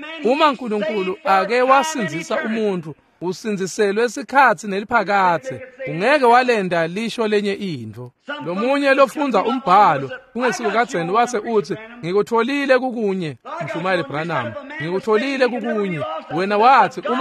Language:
Swati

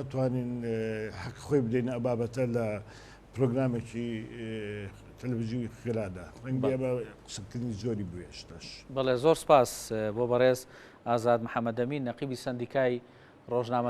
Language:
Central Kurdish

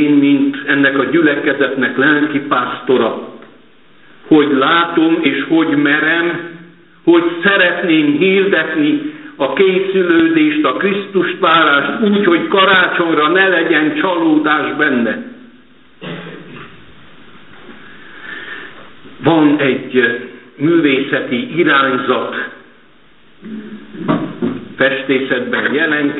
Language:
Hungarian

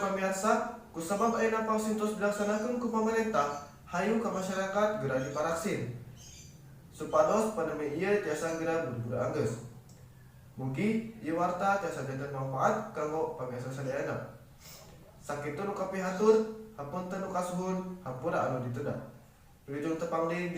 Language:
Sundanese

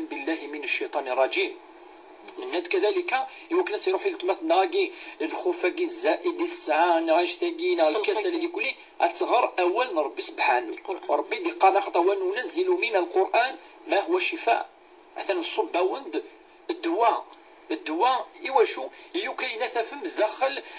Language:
Kabyle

